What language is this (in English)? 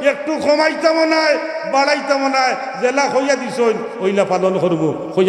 Sylheti